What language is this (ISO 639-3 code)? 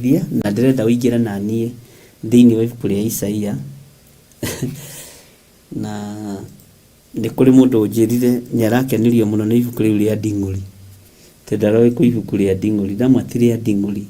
kik